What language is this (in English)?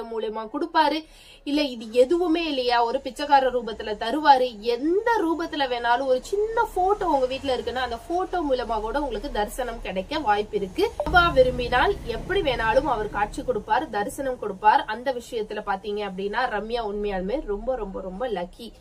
Tamil